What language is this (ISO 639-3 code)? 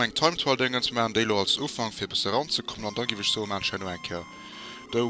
ltz